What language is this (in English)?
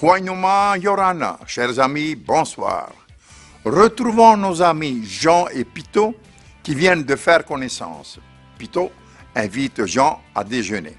Tahitian